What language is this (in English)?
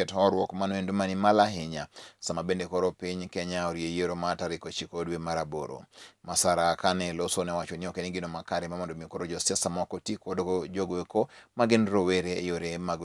Luo (Kenya and Tanzania)